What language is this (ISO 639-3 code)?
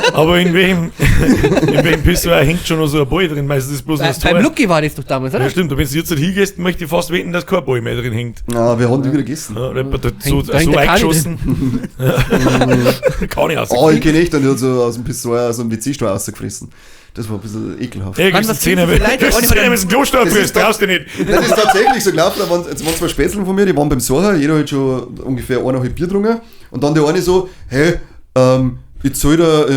bar